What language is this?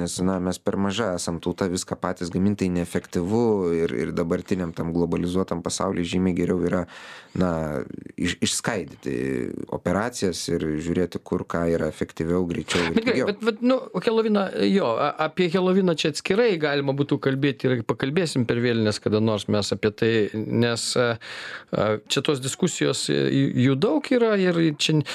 Lithuanian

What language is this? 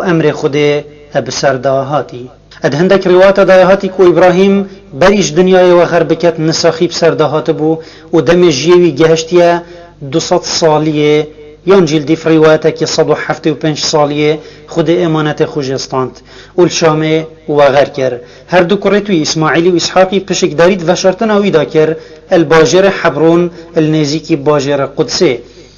Kurdish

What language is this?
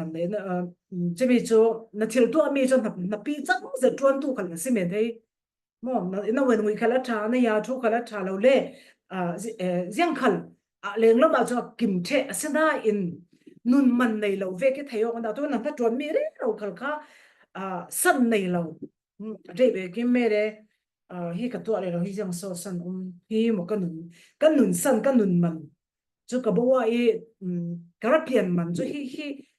Falam Chin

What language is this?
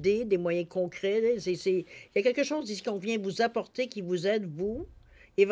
French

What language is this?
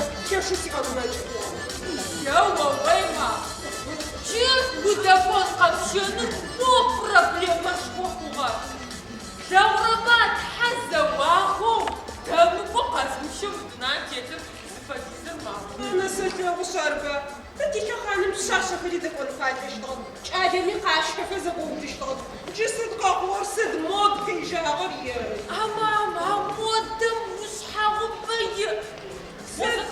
Adyghe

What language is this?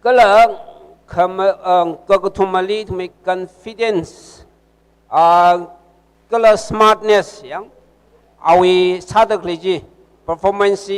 Tangkhul Naga (India)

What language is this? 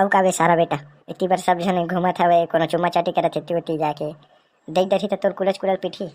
Chhattisgarhi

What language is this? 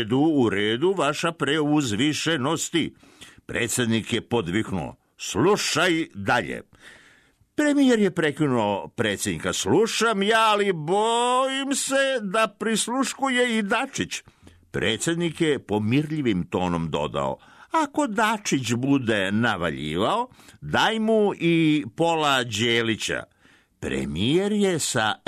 Serbian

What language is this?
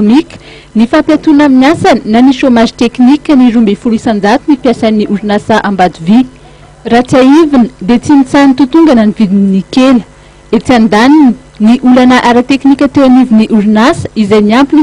Malagasy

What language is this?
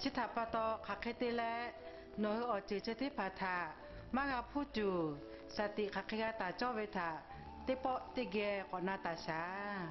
Lahu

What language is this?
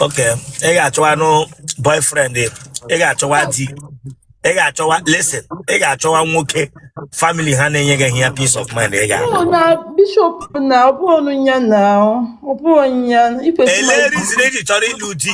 Igbo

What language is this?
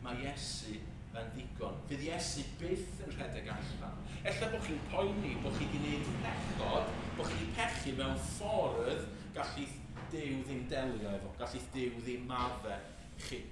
Welsh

